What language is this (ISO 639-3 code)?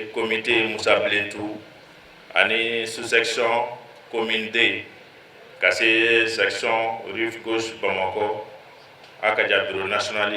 bam